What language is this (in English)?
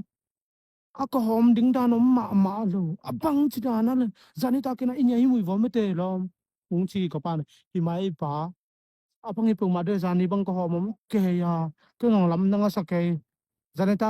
Tedim Chin